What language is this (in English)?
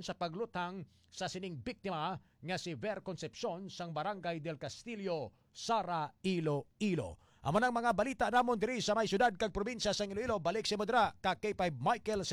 Hiligaynon